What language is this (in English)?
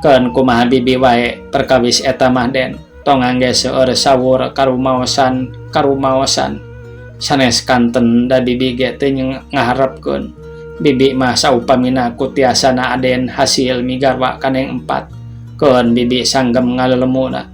Sundanese